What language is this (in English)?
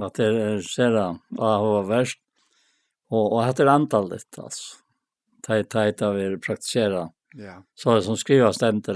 Faroese